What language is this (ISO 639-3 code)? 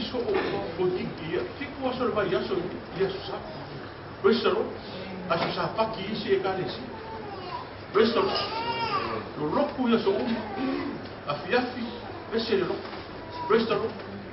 smo